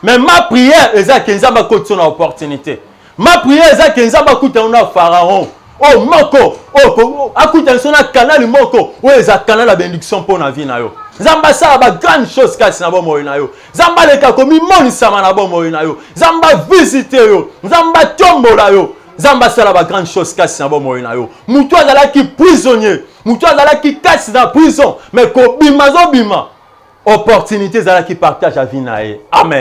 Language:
Lingala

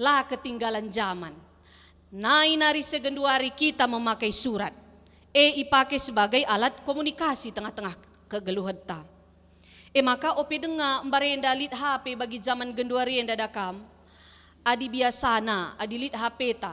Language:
Batak Karo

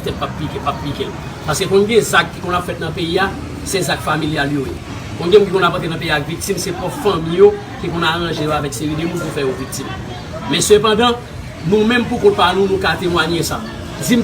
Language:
Haitian Creole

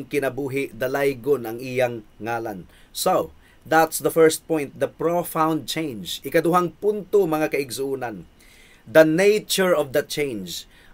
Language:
Cebuano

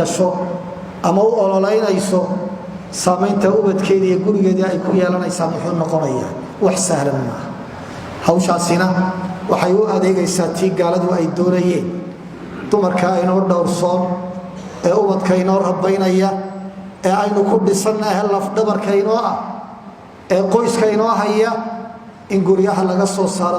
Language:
Somali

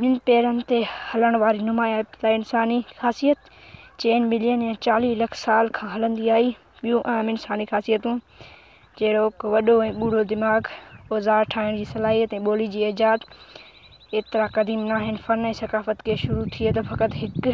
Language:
Sindhi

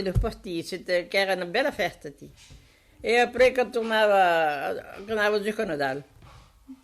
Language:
Occitan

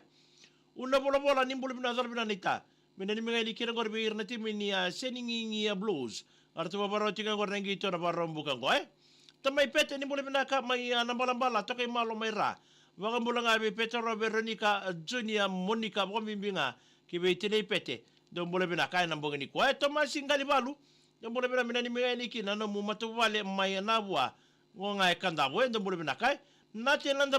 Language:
Fijian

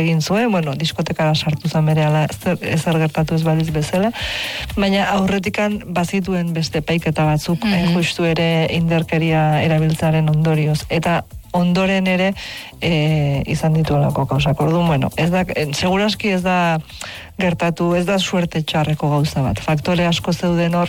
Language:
Basque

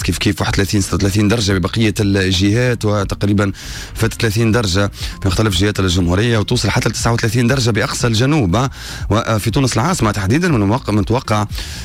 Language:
Tunisian Arabic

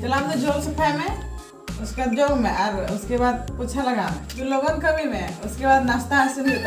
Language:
Santali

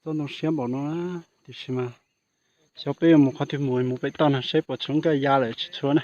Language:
Hmong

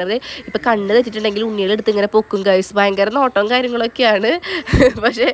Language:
Malayalam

